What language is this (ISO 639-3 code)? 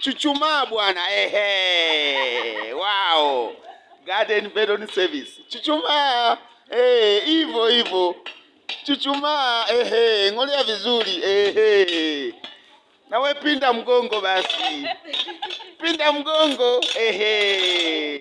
swa